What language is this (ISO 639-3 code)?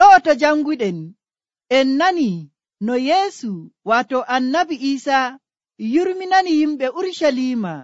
fuv